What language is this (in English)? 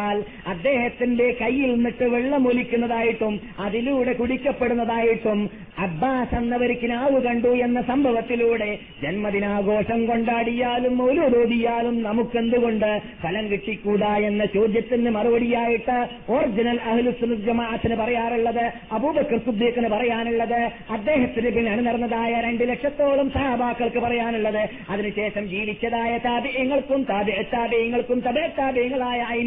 Malayalam